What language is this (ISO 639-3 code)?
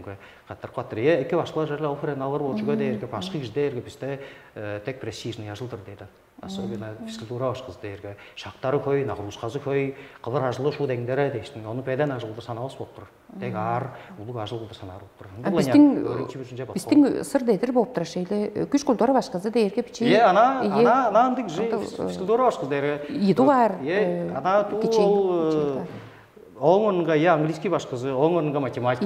tyv